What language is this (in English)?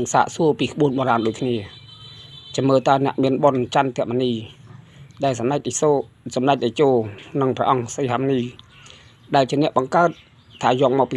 Khmer